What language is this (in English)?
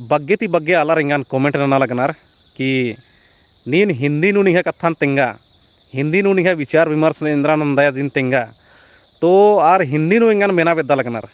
Kurukh